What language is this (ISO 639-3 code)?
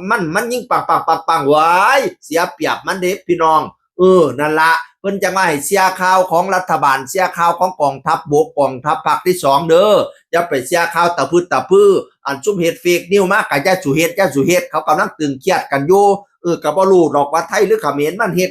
tts